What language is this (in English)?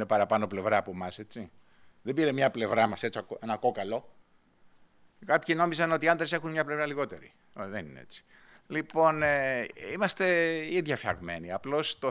Greek